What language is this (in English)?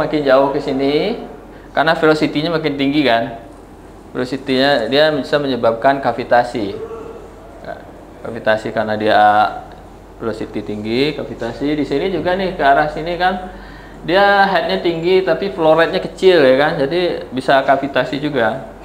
Indonesian